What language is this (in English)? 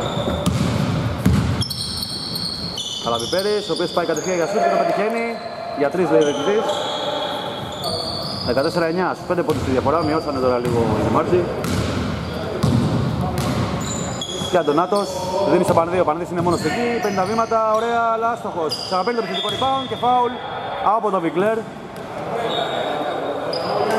Greek